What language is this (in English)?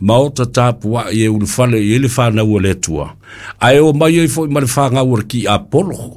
Samoan